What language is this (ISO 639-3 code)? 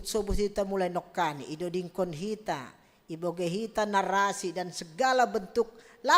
bts